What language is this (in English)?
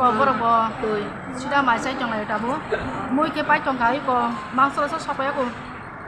Kok Borok